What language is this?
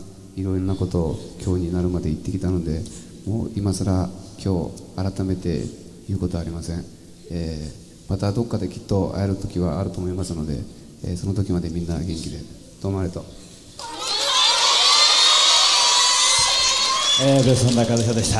Japanese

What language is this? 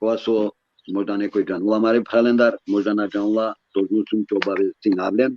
Balkan Romani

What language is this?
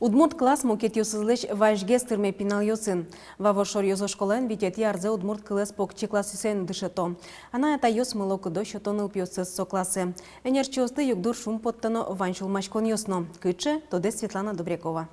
Udmurt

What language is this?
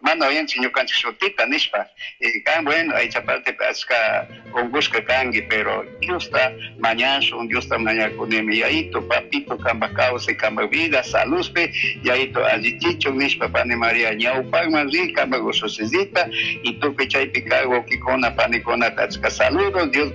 Chimborazo Highland Quichua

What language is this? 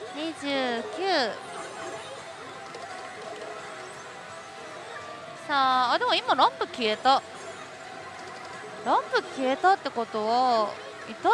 Japanese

